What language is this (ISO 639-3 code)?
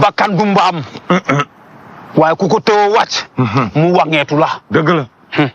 wol